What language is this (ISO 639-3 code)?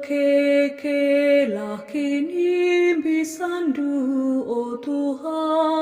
btx